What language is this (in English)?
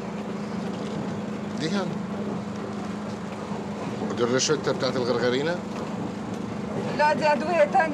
Egyptian Arabic